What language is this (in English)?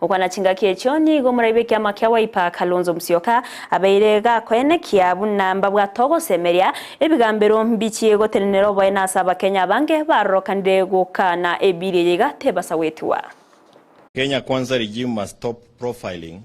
Gusii